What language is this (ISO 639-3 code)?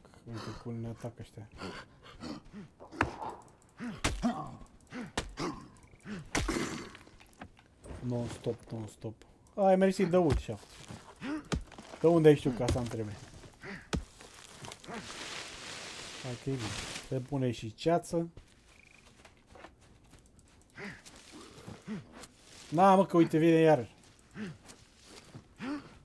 ron